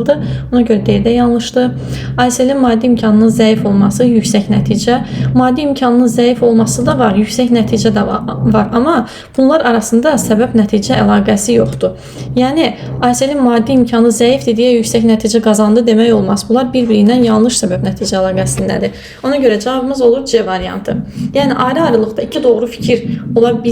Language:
Azerbaijani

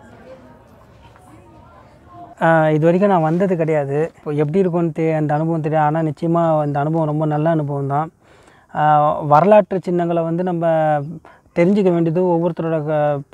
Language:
Tamil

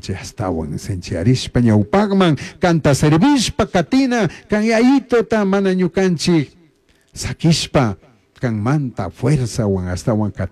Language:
Chimborazo Highland Quichua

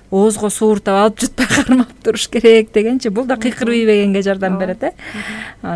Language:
Kyrgyz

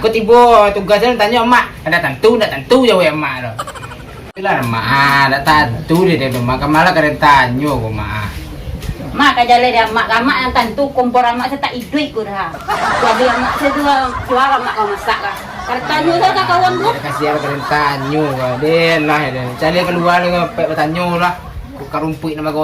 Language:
Minangkabau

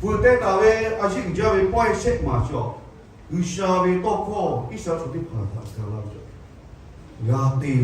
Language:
Lahu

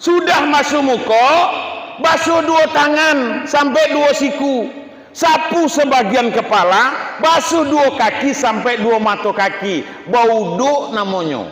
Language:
Minangkabau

